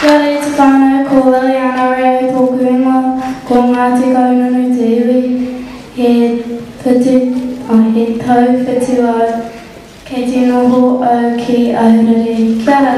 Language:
Māori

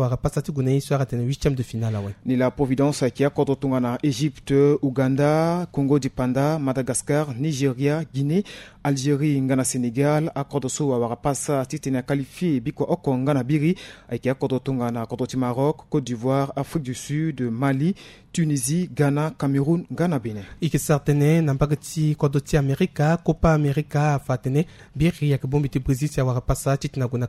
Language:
Sango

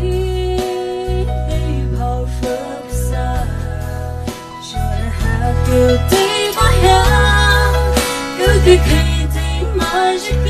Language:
Poumei Naga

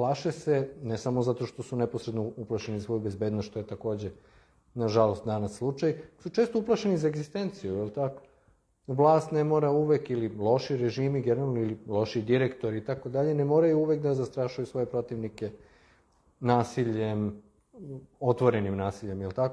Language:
Serbian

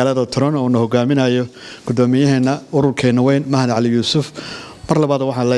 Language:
Somali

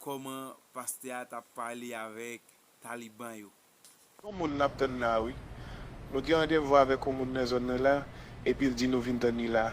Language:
Haitian Creole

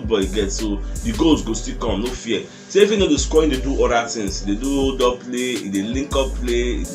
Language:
Nigerian Pidgin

